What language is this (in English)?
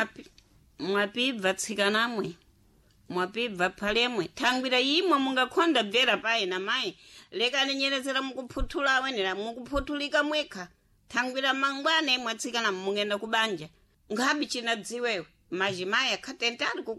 Sena